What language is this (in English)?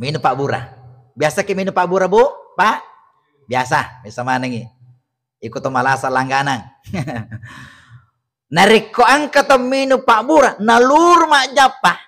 Buginese